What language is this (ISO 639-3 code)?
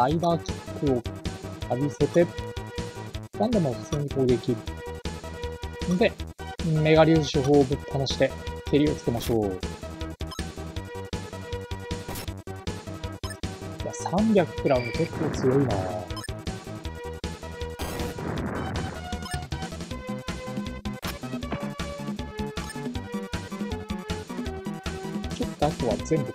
jpn